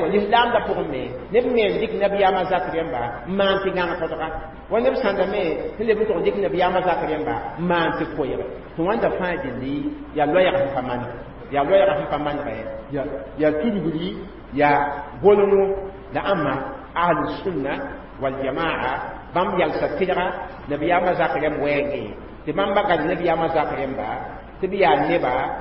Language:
Mossi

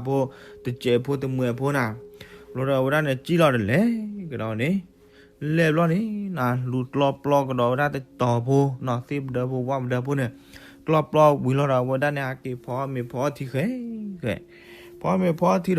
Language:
S'gaw Karen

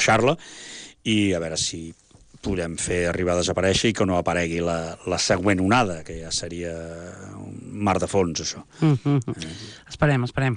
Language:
Catalan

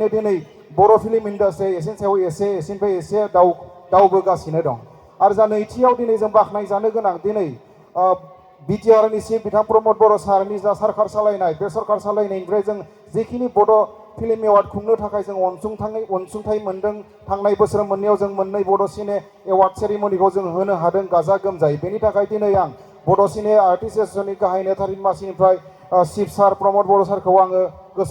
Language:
Bodo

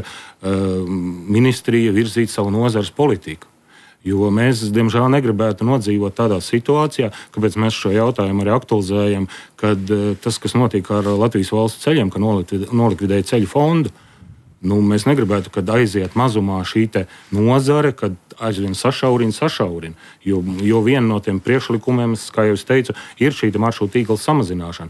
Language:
Latvian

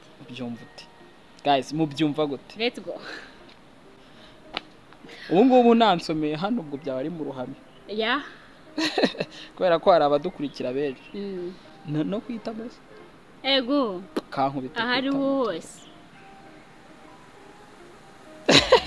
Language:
Kinyarwanda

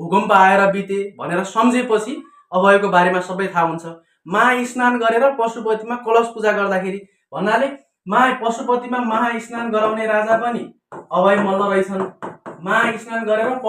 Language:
Nepali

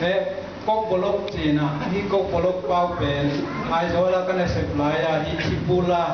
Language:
Tedim Chin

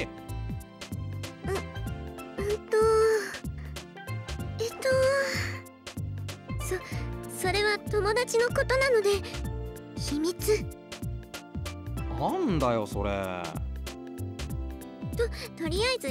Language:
Japanese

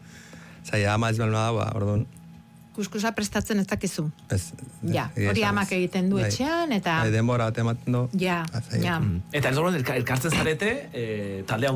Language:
Basque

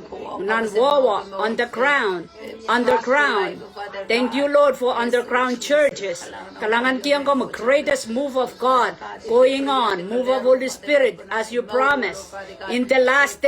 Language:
Pohnpeian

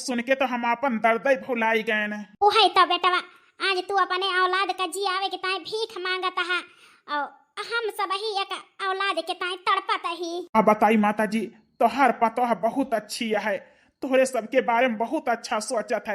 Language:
Awadhi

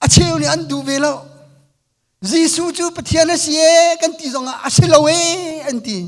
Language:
Hakha Chin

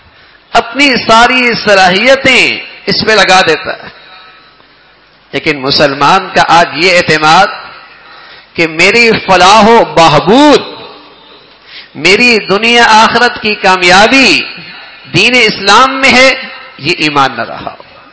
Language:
Urdu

